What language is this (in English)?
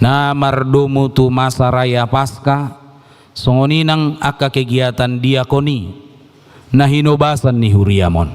Batak Toba